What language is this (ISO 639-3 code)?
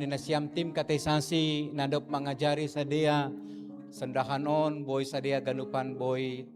bts